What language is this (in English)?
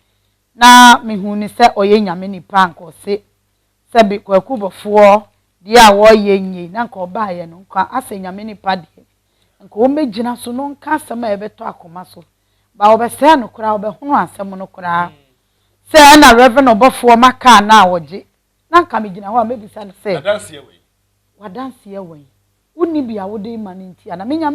Akan